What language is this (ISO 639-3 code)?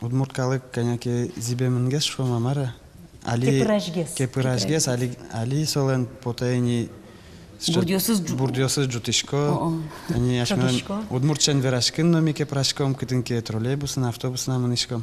udm